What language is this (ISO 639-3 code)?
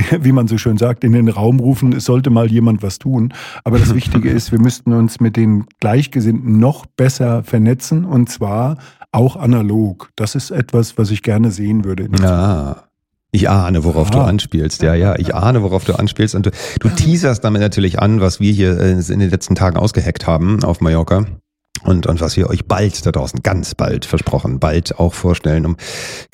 deu